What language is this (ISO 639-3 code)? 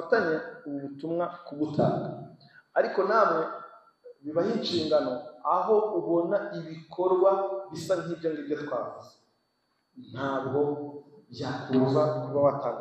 kin